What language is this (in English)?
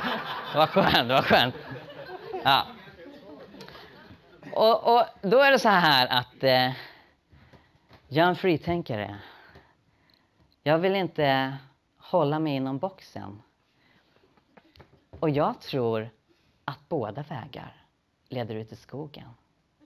Swedish